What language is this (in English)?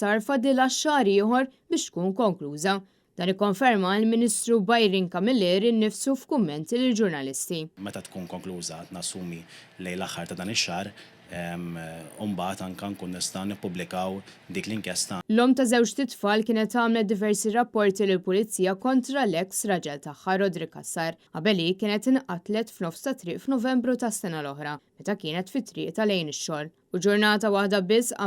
Maltese